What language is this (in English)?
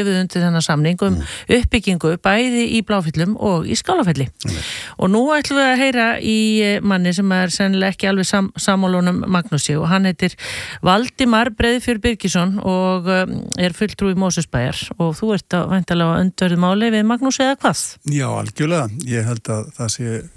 Icelandic